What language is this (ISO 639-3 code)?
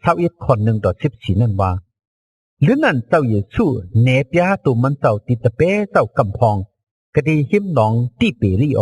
shn